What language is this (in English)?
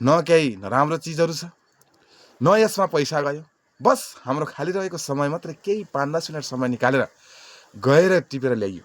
Nepali